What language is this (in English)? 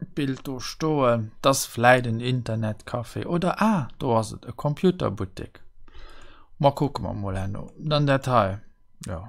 Luxembourgish